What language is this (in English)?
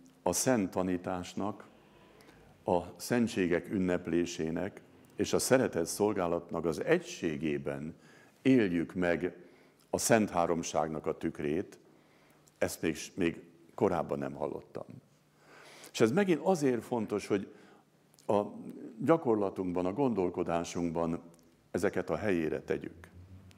Hungarian